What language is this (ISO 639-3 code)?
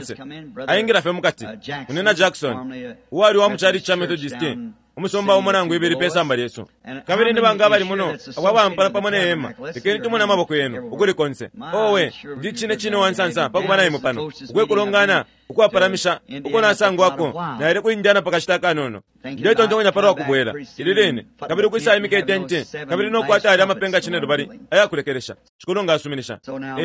bem